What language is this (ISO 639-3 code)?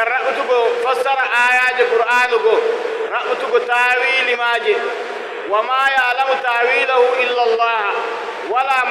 fuv